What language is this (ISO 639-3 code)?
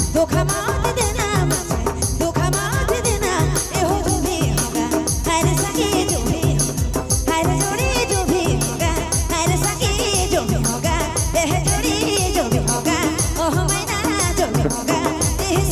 sck